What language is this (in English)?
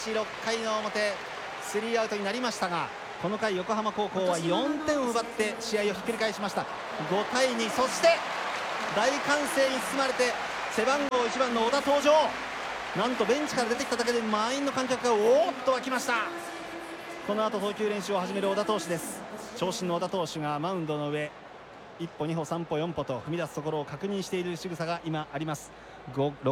Japanese